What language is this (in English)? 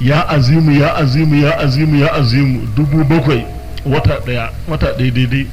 Hausa